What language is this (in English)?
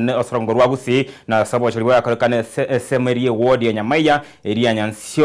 Gusii